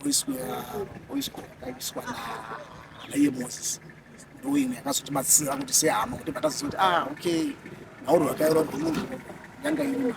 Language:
Shona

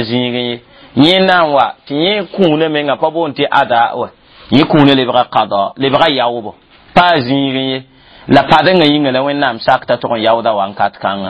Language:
Mossi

